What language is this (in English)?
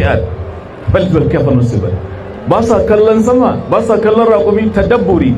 Hausa